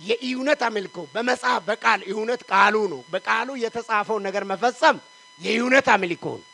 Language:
Amharic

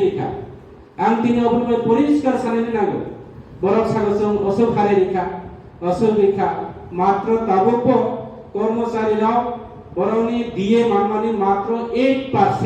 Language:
Kok Borok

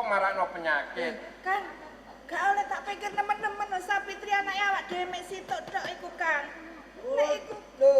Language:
Javanese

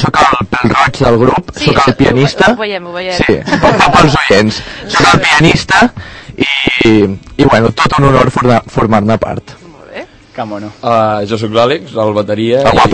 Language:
Catalan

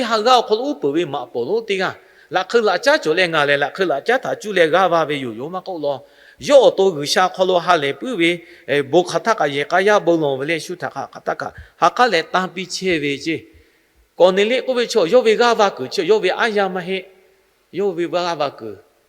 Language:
Lahu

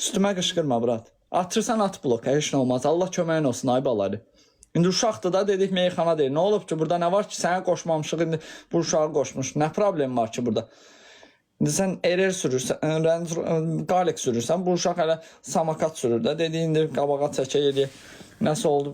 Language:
Azerbaijani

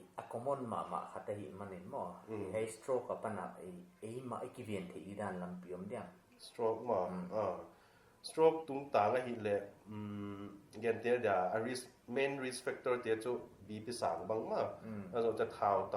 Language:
Paite Chin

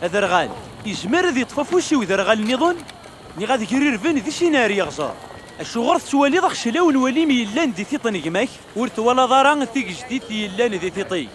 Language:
Kabyle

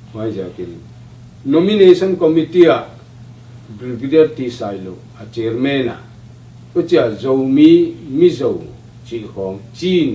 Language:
Tedim Chin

